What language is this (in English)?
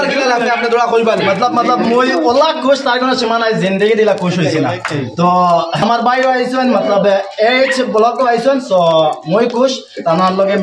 Sylheti